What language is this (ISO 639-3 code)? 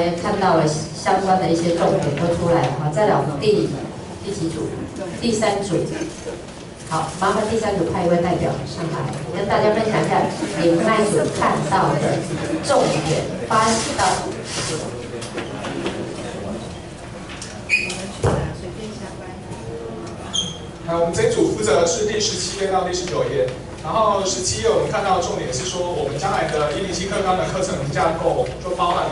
zho